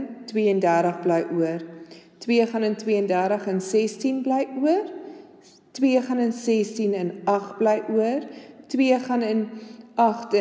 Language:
Afrikaans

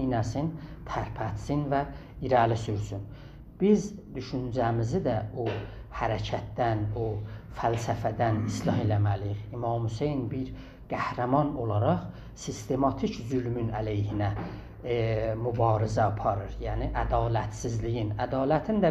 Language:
South Azerbaijani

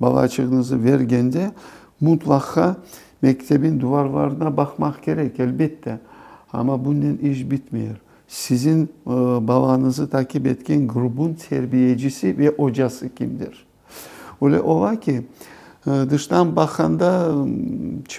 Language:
Crimean Tatar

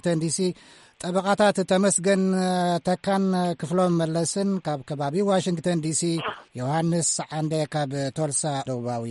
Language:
Tigrinya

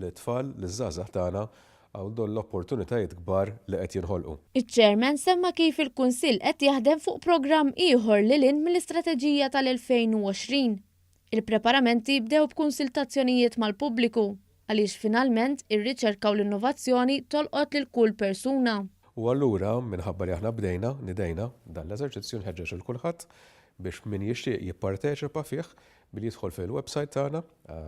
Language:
Maltese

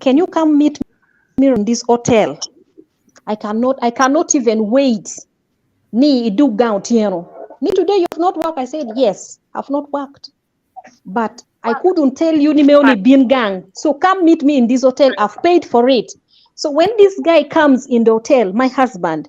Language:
Acoli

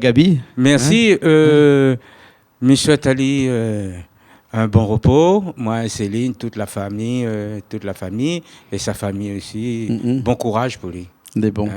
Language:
Réunion Creole French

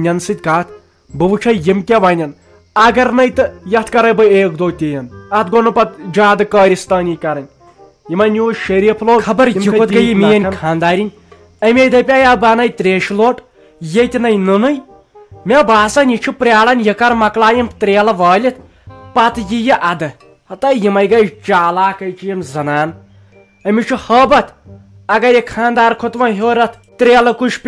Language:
Kashmiri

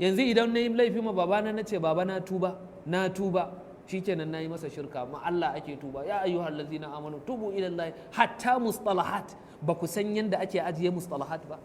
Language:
Hausa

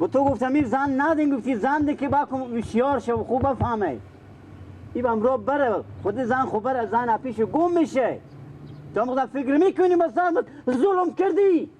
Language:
Persian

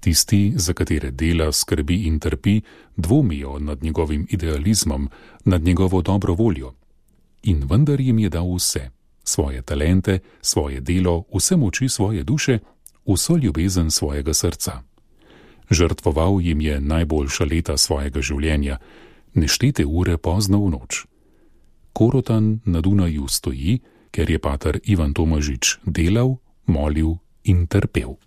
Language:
Slovenian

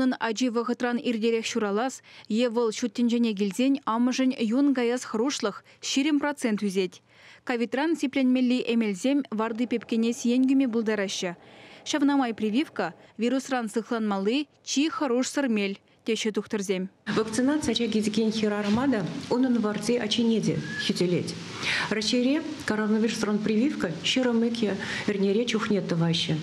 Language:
Chuvash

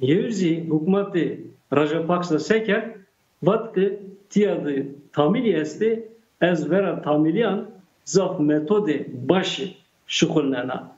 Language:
Zaza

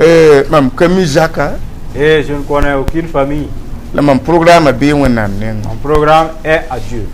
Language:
Mossi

